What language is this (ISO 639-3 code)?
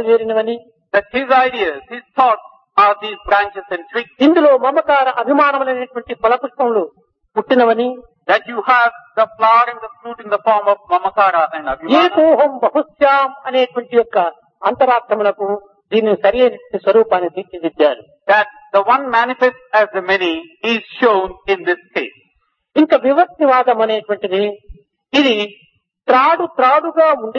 tel